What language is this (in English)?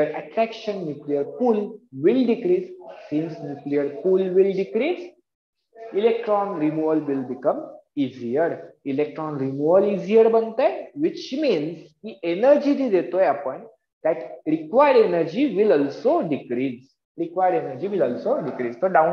Marathi